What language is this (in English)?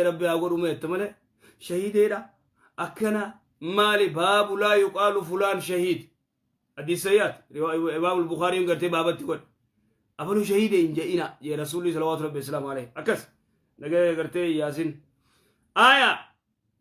Oromo